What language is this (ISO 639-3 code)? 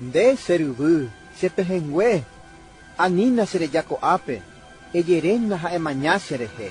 grn